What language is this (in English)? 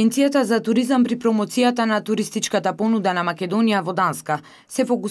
Macedonian